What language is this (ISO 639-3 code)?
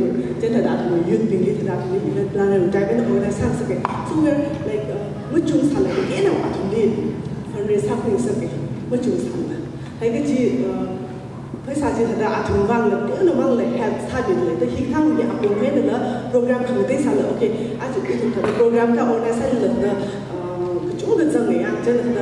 nmf